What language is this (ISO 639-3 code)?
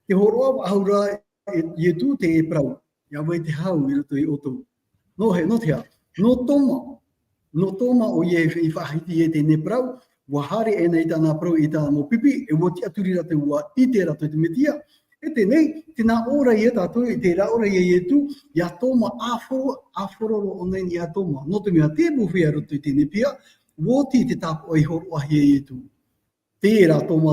tah